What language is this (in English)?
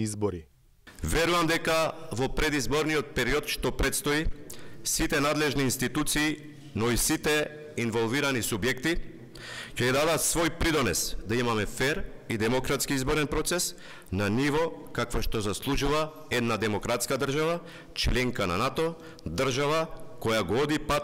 Macedonian